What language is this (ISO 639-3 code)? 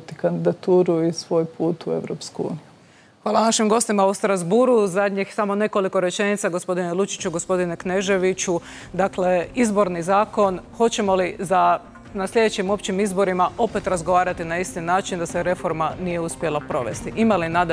hrv